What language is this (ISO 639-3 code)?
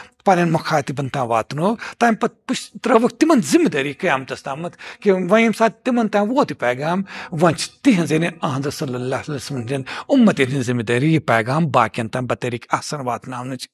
kas